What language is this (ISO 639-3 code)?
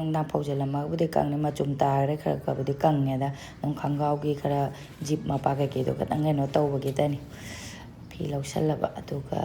mni